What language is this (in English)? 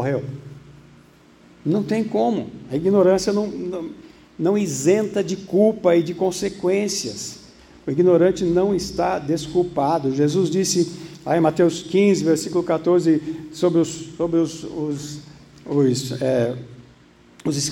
Portuguese